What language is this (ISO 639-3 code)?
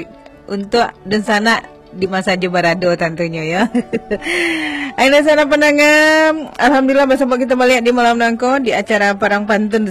min